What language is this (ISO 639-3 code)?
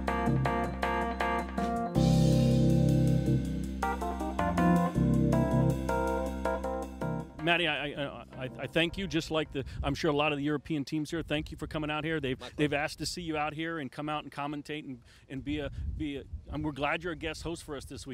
eng